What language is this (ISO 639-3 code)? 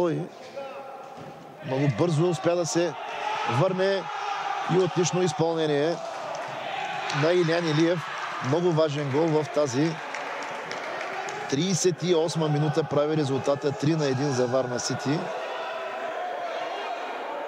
bul